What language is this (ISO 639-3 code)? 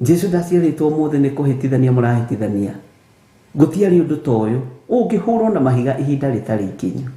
kik